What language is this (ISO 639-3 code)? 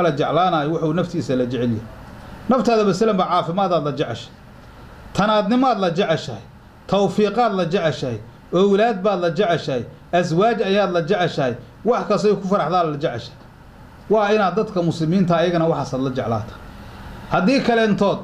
som